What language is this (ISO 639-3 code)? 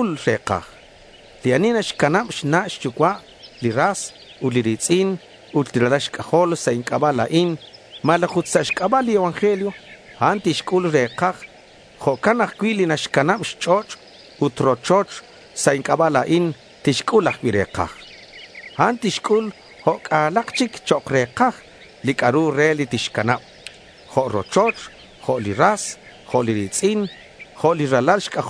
kek